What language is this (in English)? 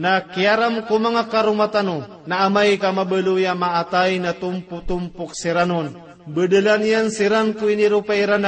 Maranao